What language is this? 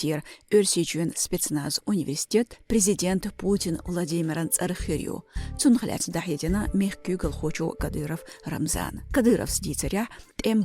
Chechen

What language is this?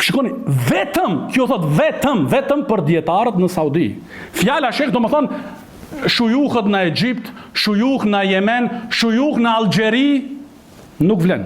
Albanian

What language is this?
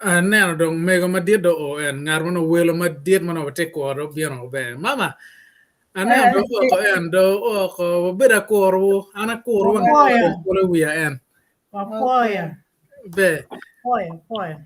Acoli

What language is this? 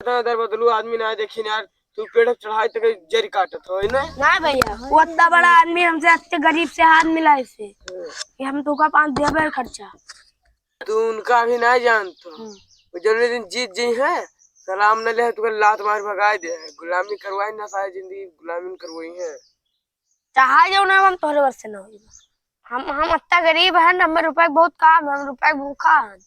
Awadhi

